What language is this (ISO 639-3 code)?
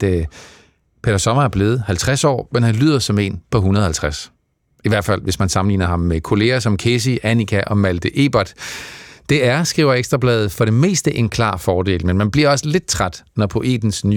dan